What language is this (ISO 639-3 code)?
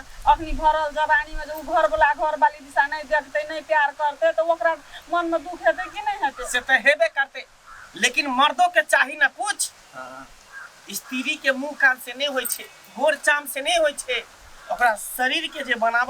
mai